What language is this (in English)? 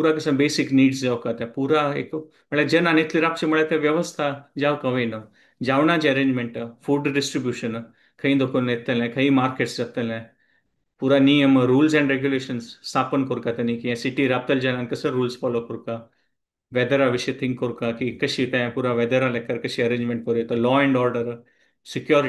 Konkani